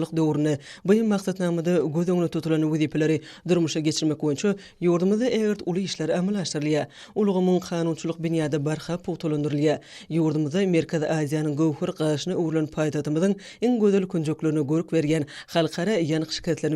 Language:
Turkmen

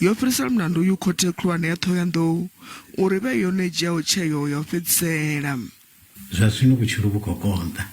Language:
Venda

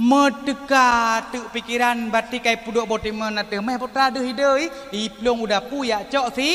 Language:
Achinese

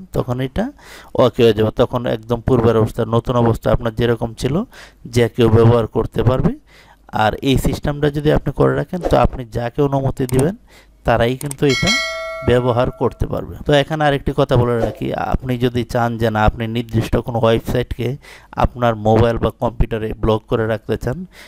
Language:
Bangla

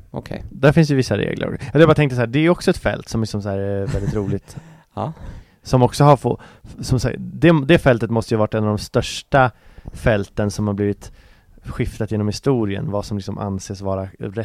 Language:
Swedish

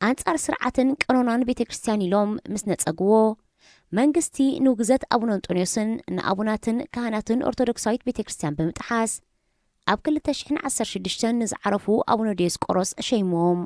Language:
Tigrinya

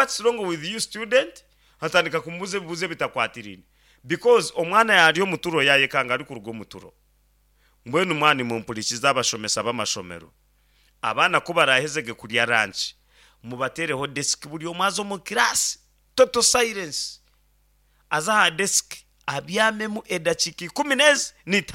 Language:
Nyankole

